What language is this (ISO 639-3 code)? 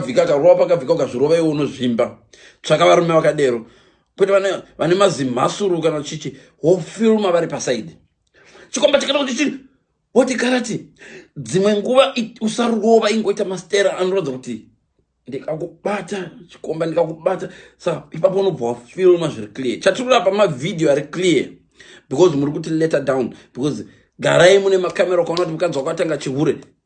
sna